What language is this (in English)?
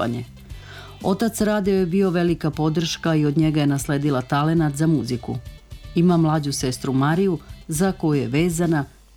Serbian